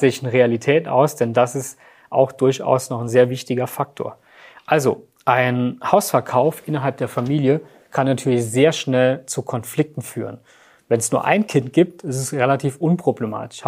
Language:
German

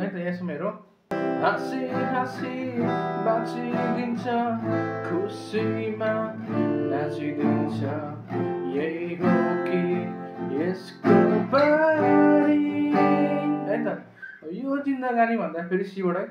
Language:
Nepali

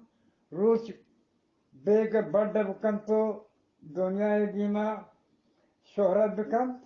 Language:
Eastern Balochi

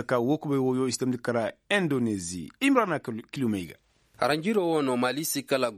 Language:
Koyraboro Senni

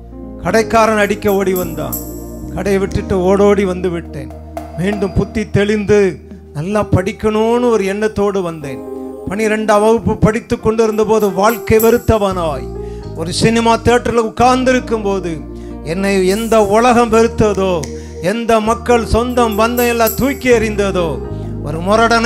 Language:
Tamil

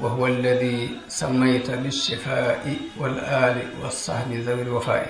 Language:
Wolof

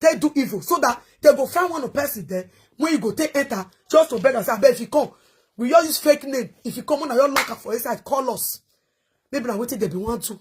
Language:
Nigerian Pidgin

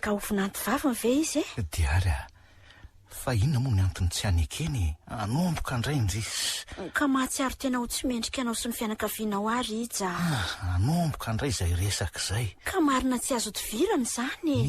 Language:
Malagasy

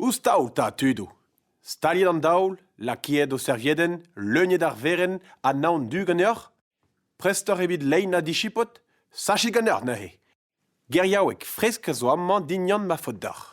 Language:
Breton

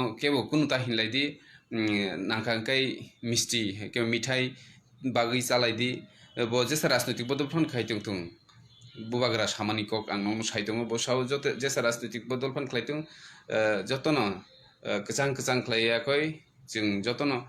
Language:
Kok Borok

